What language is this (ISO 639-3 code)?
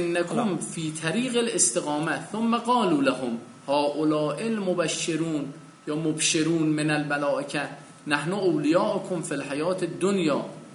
fas